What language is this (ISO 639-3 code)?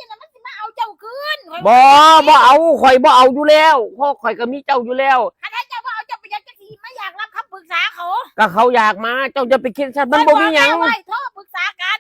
tts